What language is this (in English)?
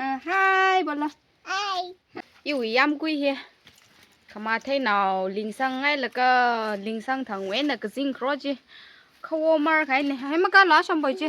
Tangkhul Naga (India)